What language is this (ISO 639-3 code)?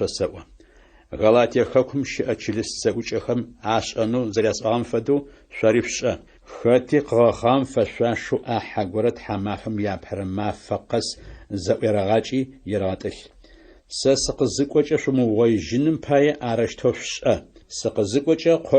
ady